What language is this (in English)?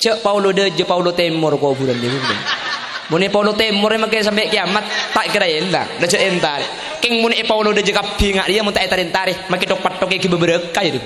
Madurese